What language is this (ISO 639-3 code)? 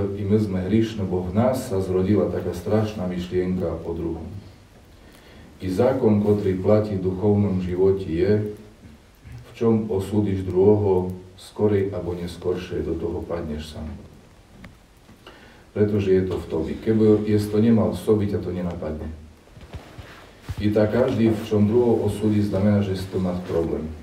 slk